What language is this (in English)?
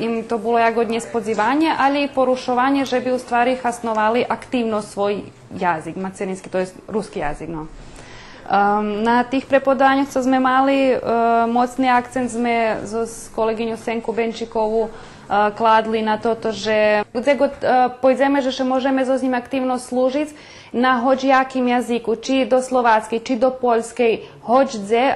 Rusyn